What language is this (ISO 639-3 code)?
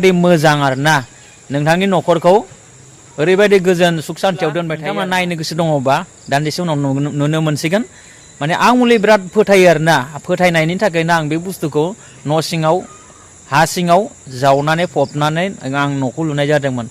brx